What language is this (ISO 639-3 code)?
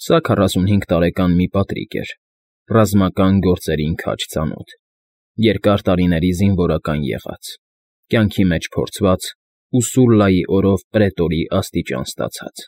hye